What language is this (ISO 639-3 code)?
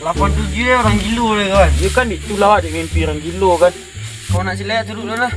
min